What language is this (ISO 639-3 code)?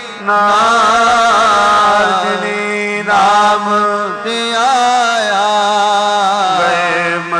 pan